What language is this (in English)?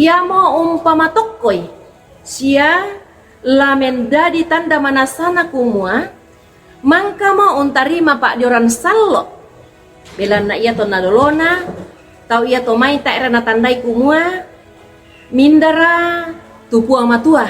Toraja-Sa'dan